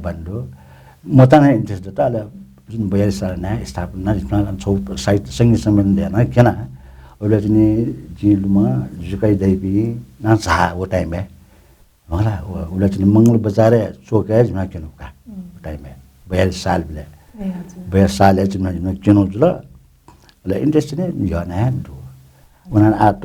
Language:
Newari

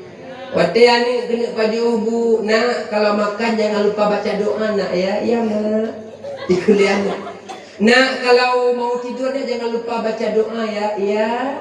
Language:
Achinese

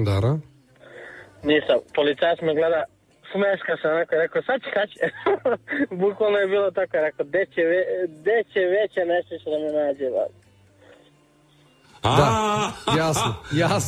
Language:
Serbian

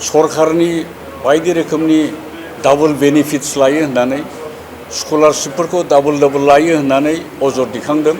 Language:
Bodo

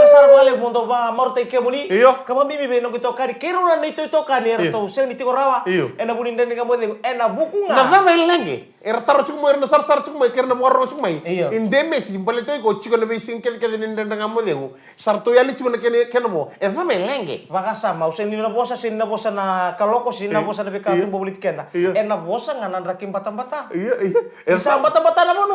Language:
Fijian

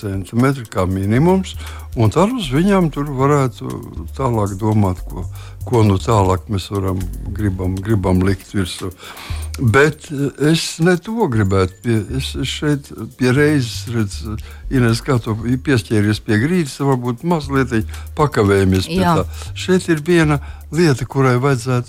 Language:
Latvian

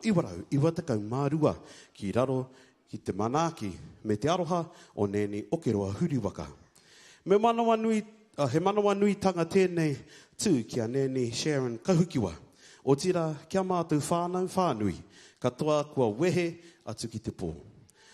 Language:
Māori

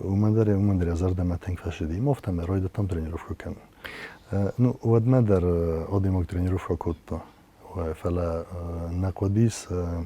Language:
Ossetic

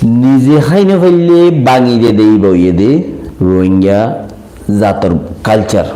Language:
Rohingya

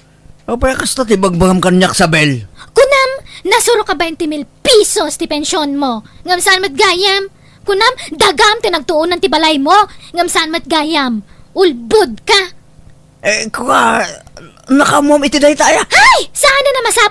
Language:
Iloko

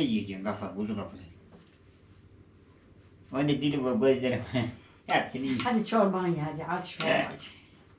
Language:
Turkish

